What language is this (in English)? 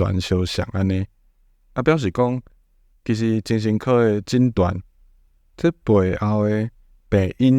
Min Nan Chinese